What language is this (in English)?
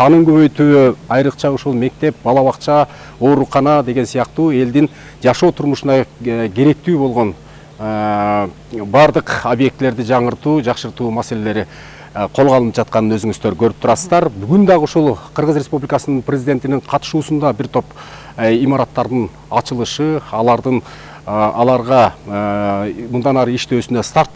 Kyrgyz